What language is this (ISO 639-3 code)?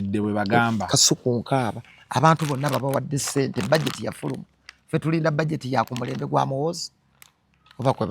lug